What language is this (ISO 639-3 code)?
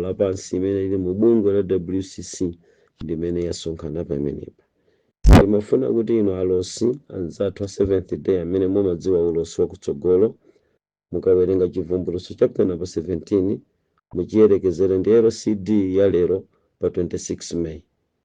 nya